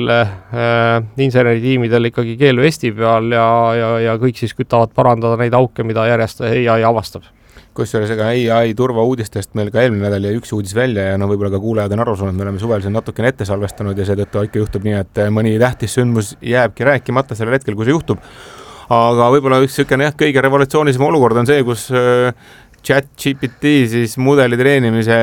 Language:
Estonian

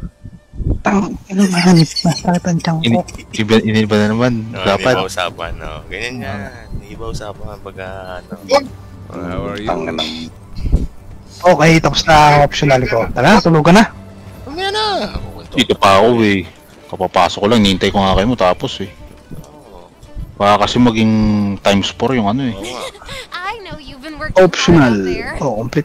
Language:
Filipino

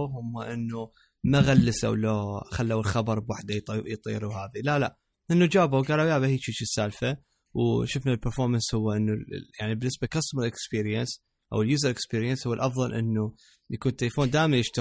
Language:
Mesopotamian Arabic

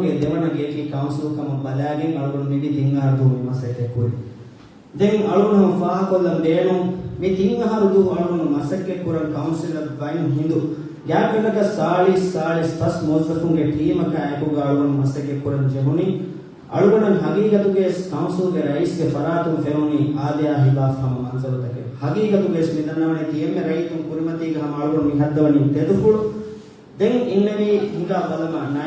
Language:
Divehi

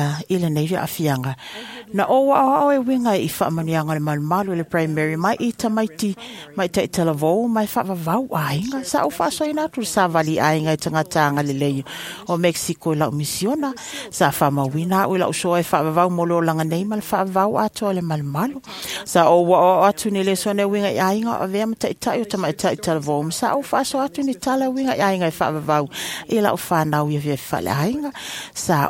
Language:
Samoan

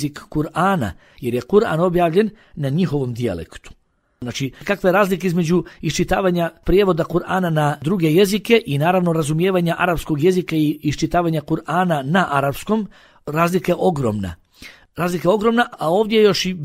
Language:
Bosnian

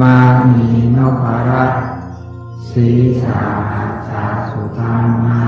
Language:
Pali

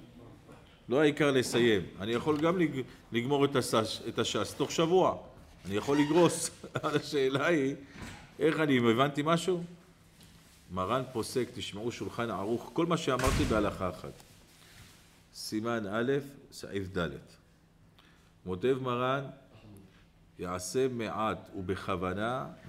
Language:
Hebrew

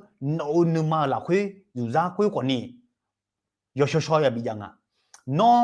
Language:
Akha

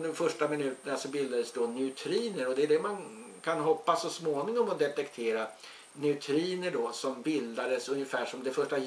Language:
Swedish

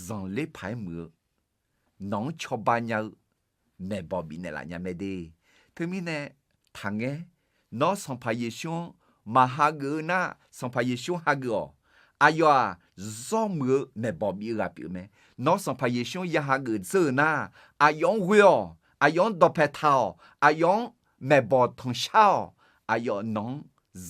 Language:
Akha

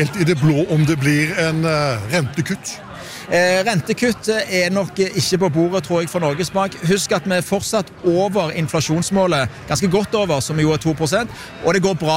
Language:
Norwegian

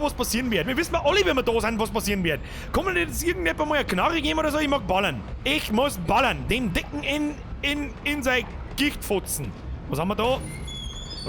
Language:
Bavarian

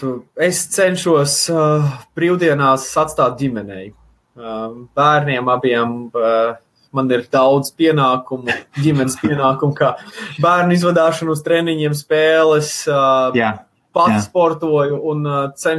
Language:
Latvian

